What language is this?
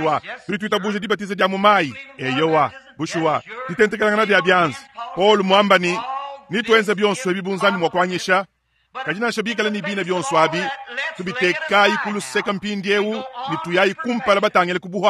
Luba-Lulua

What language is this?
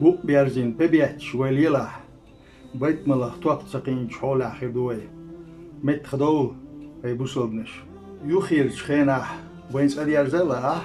Chechen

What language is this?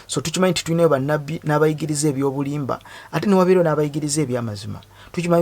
Ganda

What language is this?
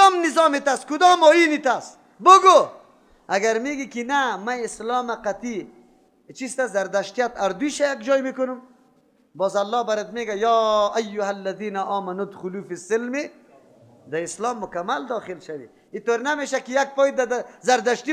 Persian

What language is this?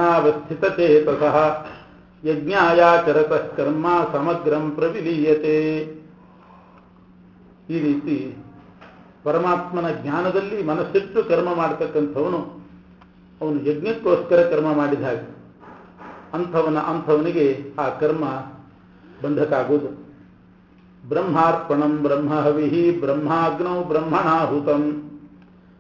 Kannada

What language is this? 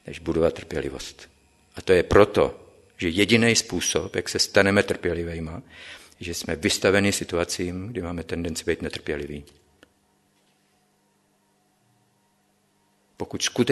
Czech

